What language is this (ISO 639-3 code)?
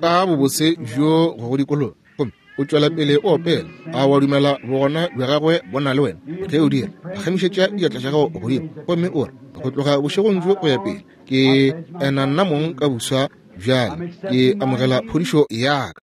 nso